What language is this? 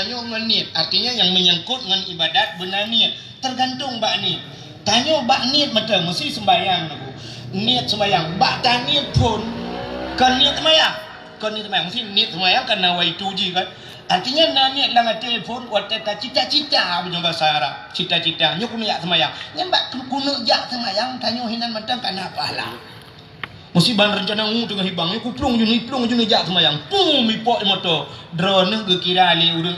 Achinese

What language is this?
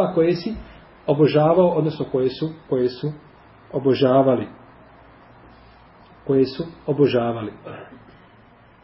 Bosnian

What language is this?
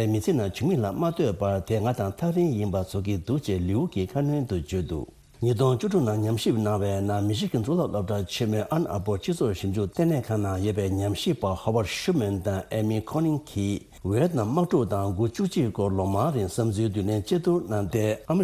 Tibetan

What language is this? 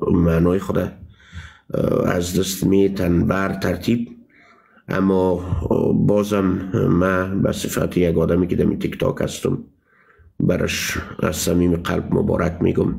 Persian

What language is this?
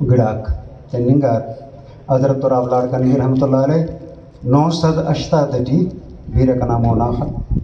Brahui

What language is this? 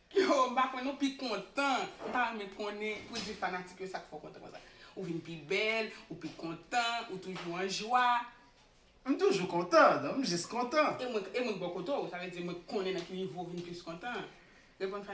Haitian Creole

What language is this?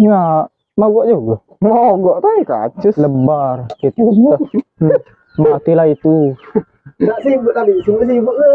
Musi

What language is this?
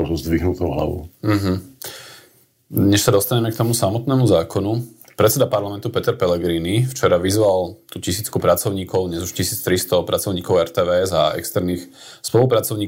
Slovak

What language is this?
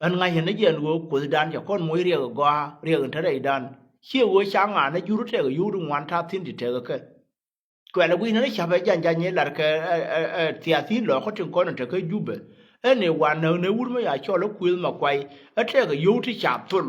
Nuer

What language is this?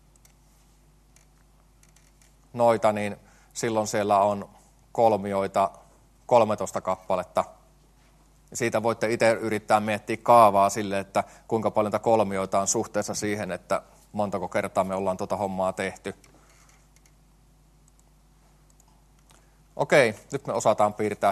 Finnish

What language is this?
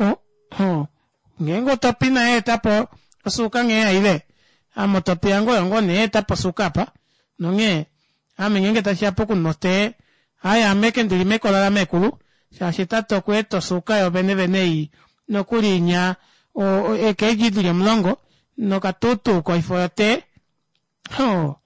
Kuanyama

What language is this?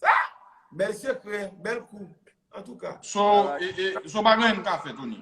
Haitian Creole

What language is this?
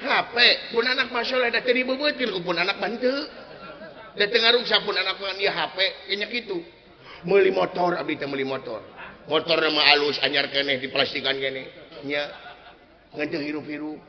Sundanese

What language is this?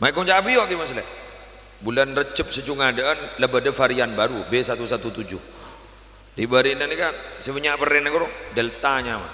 Madurese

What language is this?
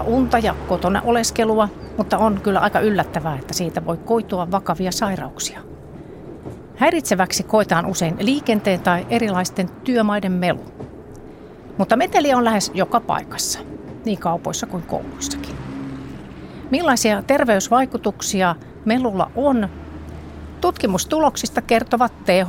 Finnish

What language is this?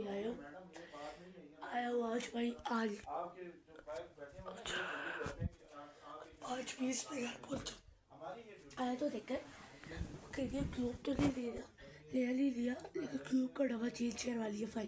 Hindi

